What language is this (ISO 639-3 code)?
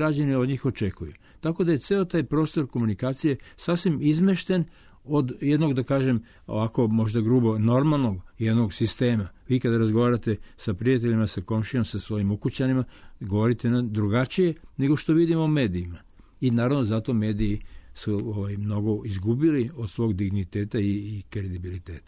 srp